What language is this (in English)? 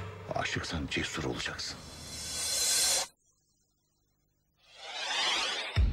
Turkish